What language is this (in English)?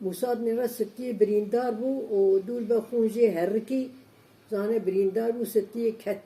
Kurdish